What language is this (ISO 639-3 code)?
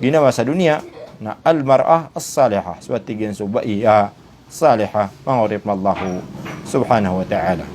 mrw